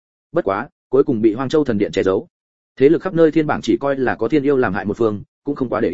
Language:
Vietnamese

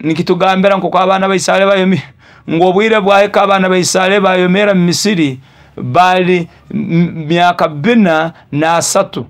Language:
Nyoro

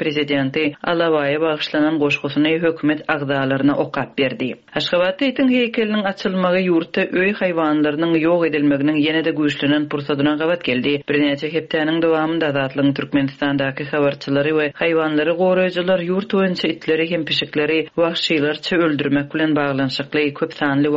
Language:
Turkmen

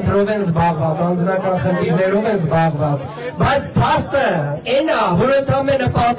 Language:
Armenian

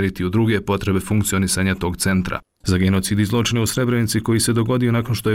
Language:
Bosnian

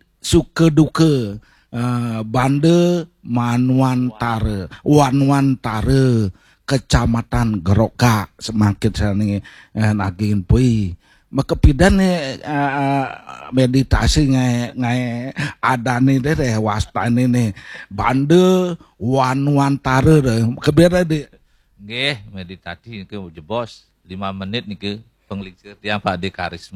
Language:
Balinese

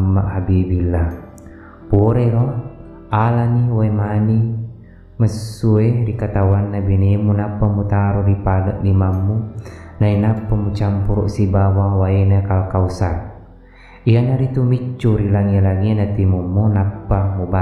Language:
Buginese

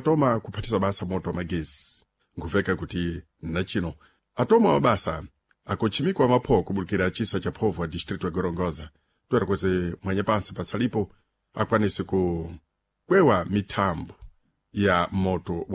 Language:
Sena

